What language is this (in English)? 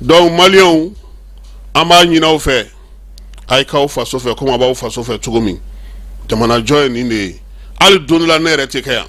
Bambara